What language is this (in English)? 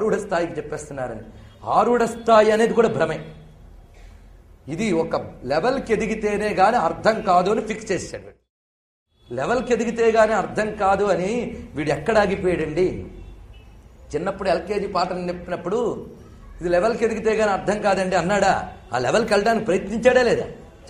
Telugu